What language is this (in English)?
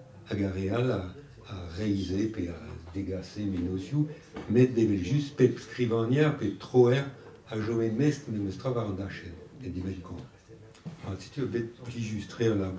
Breton